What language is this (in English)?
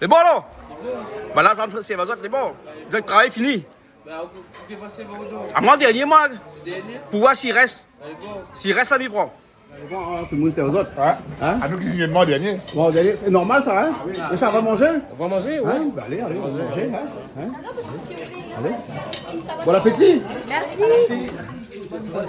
Réunion Creole French